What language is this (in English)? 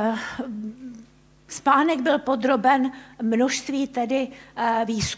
Czech